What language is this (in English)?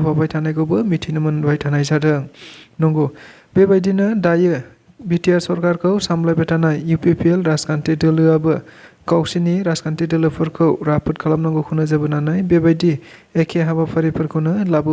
Bodo